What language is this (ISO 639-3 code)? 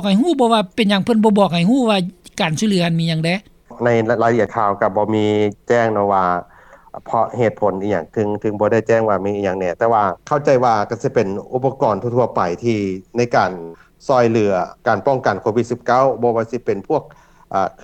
lao